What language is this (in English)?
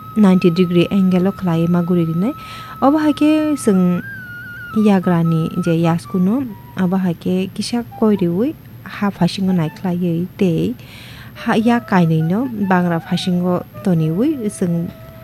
Kok Borok